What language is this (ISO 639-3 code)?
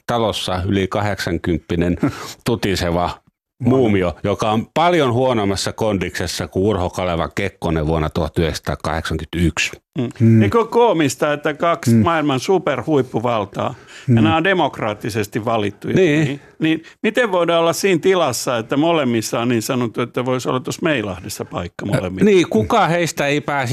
fin